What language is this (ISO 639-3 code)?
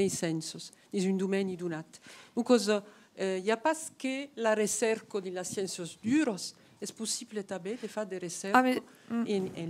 oci